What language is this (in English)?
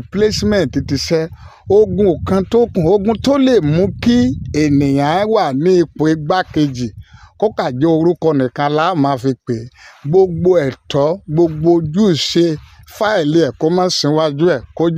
Yoruba